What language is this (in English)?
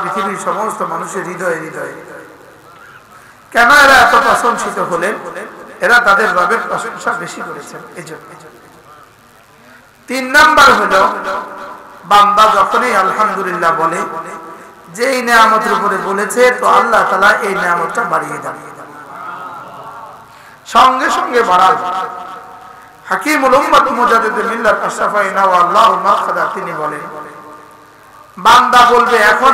Bangla